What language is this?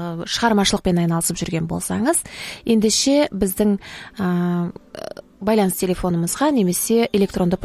Kazakh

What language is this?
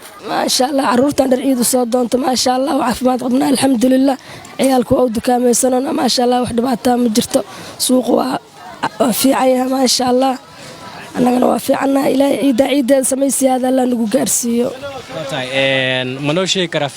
Somali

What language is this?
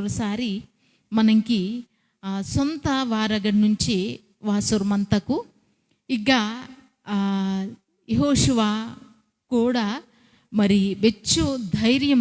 Koya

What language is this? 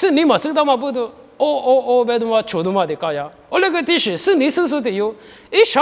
Lisu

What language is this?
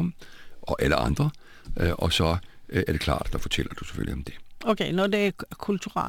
Danish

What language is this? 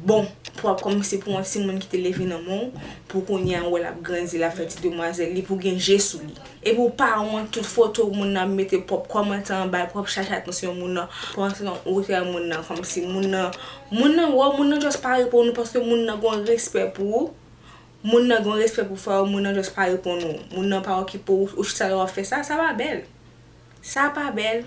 Haitian Creole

